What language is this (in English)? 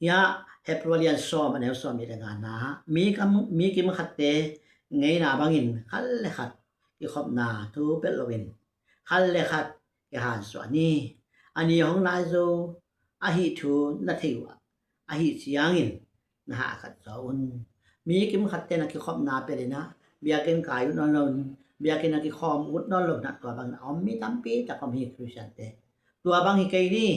Tedim Chin